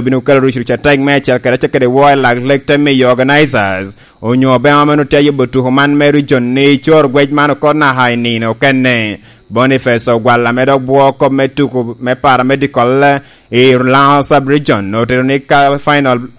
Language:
Lango (Uganda)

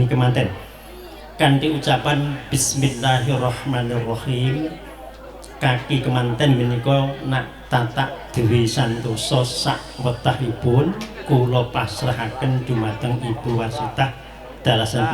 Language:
Javanese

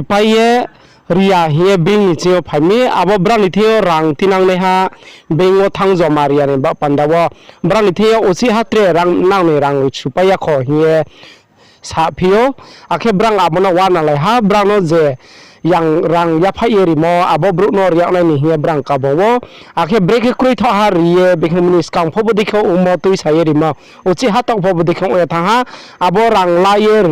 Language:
Riang (India)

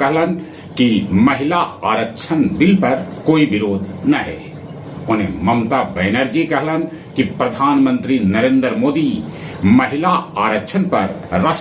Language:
Magahi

